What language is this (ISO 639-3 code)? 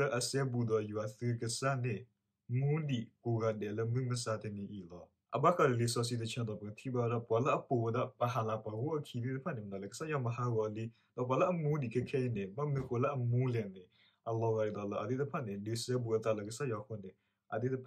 ksw